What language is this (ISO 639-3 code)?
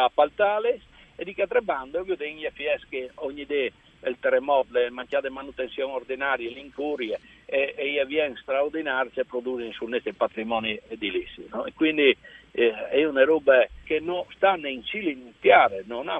fur